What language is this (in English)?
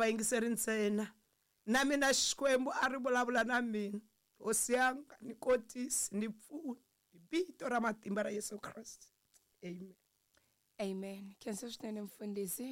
Tsonga